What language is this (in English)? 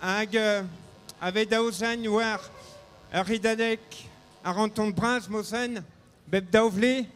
Breton